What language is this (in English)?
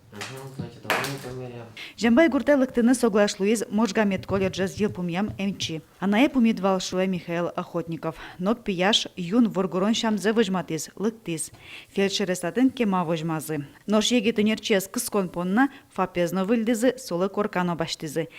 Udmurt